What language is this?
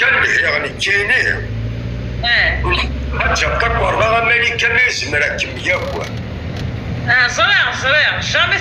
Kabyle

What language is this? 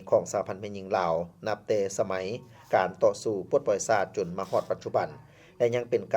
Lao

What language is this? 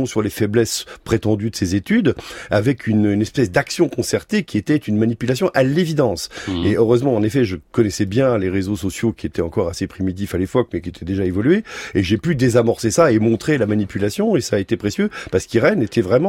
French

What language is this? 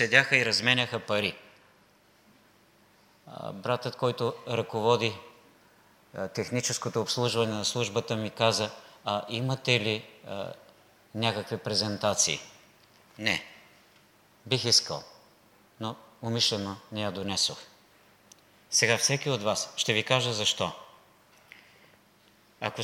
Bulgarian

